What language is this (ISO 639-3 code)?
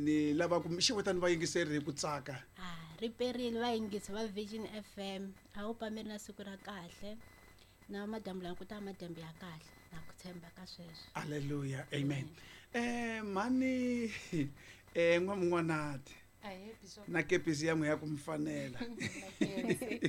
tso